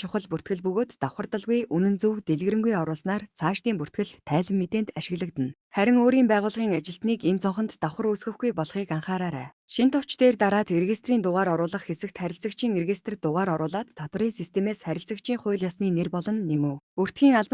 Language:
Mongolian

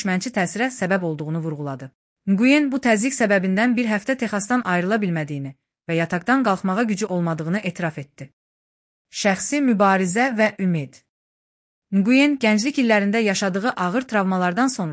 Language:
Azerbaijani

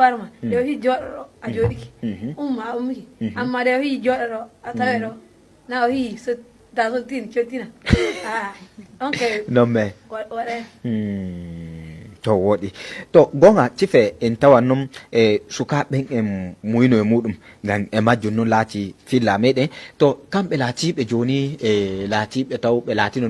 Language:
Nigerian Fulfulde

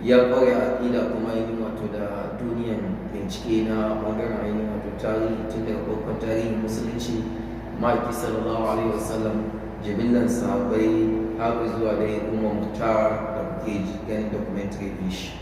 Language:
Hausa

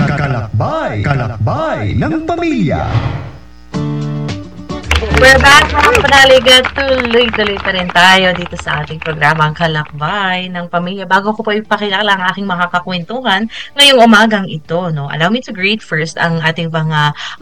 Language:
Filipino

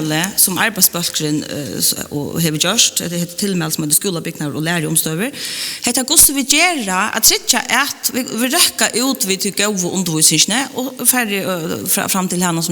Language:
Faroese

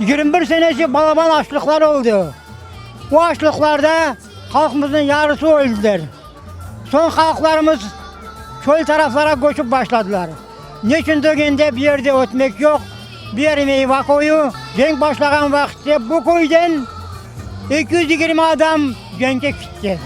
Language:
Crimean Tatar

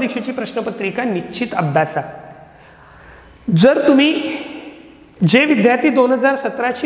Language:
Marathi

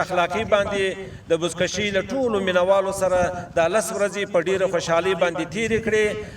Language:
Pashto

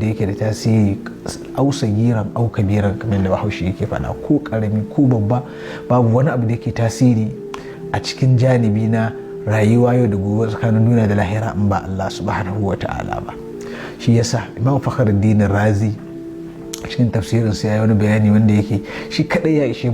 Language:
Hausa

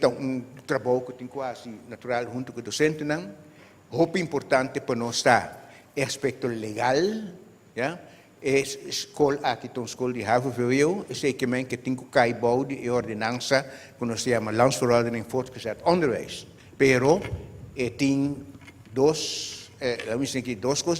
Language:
Papiamento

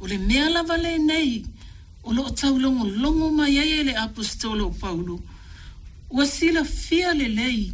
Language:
Samoan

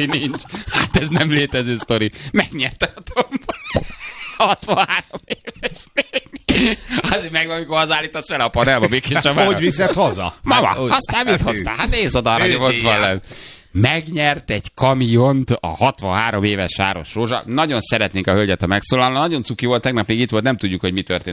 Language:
Hungarian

